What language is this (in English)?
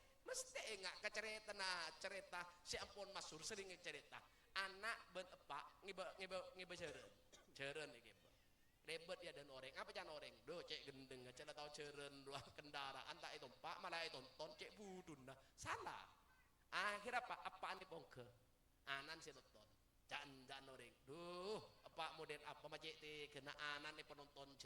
Madurese